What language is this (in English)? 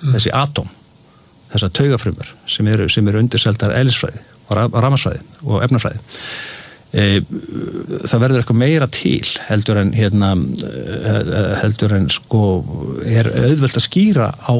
Icelandic